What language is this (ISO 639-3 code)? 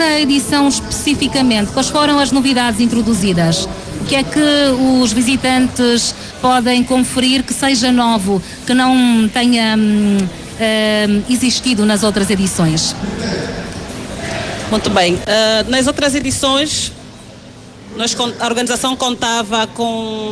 por